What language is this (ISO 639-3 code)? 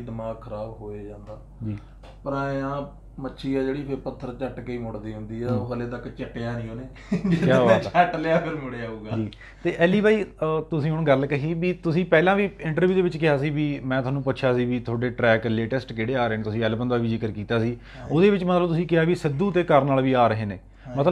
pan